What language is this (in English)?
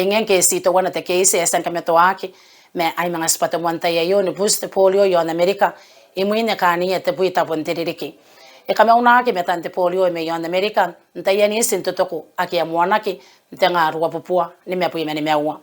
Gilbertese